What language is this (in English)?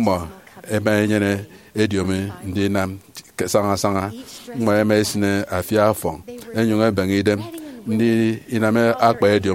Efik